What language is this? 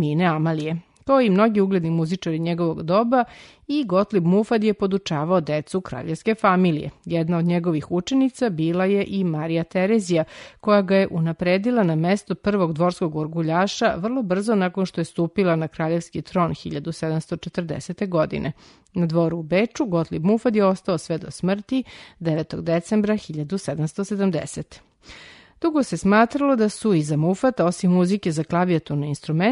Serbian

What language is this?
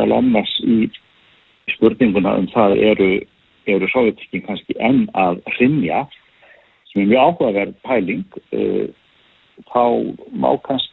Icelandic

